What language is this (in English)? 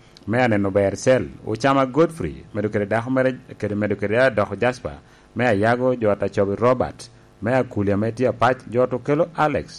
Lango (Uganda)